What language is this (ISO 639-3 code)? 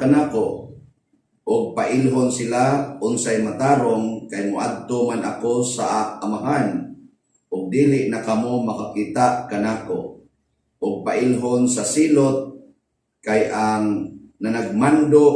ceb